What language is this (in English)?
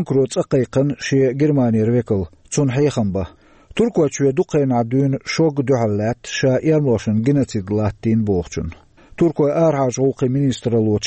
Chechen